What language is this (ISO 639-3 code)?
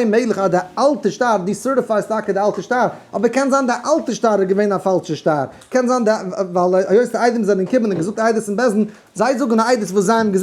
yid